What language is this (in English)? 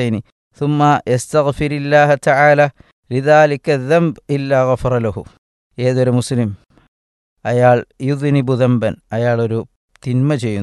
Malayalam